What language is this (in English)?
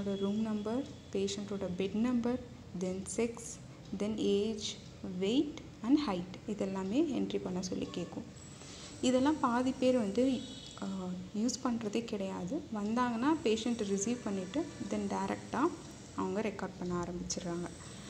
Tamil